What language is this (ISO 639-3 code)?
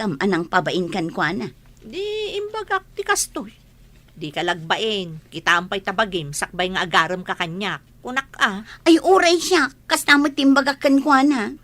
ilo